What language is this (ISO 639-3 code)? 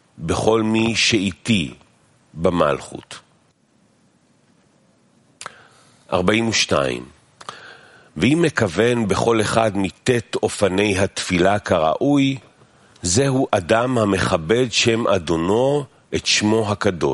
heb